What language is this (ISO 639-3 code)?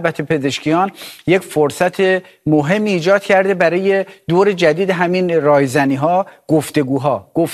fas